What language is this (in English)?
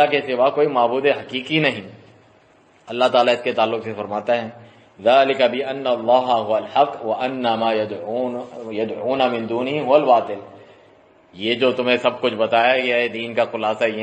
Urdu